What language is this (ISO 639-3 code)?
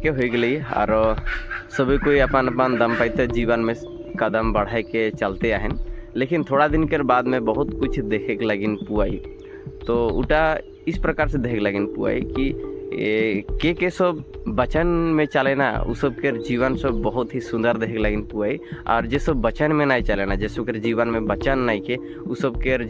sck